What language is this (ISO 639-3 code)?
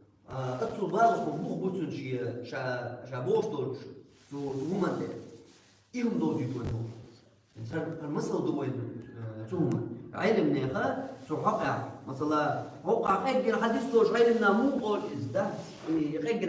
che